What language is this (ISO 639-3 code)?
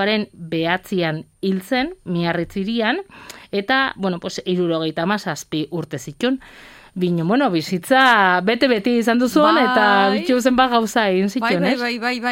eus